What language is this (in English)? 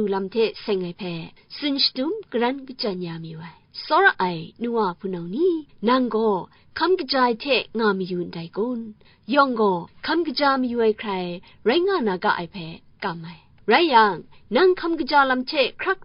Kachin